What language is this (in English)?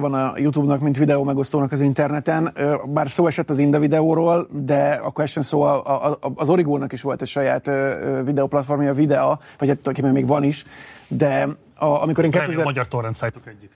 Hungarian